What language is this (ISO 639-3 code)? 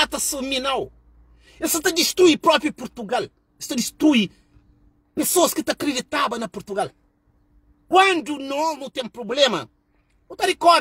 kea